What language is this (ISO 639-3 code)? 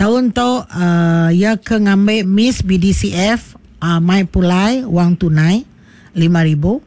iba